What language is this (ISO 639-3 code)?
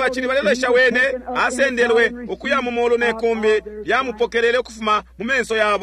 bem